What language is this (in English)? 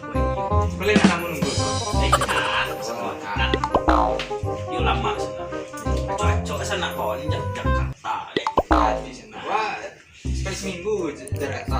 Minangkabau